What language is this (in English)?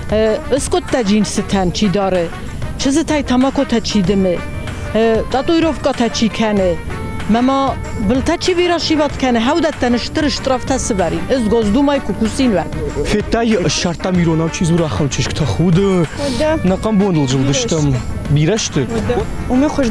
Ossetic